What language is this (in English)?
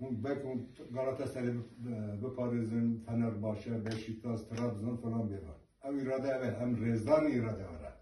Kurdish